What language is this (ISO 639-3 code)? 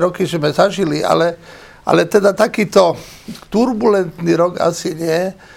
slk